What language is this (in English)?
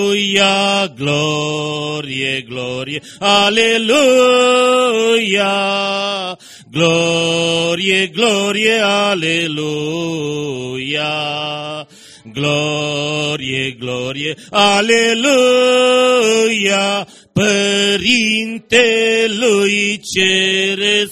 Romanian